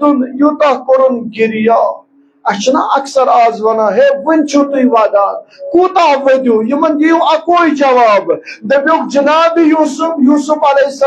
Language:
Kashmiri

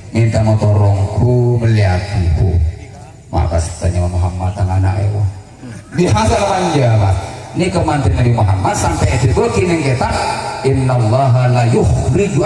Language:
Madurese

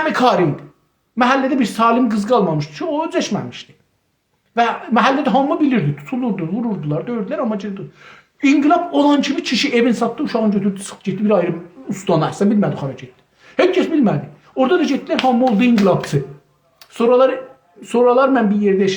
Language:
South Azerbaijani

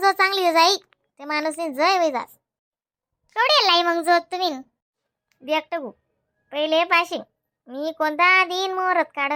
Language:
Khandesi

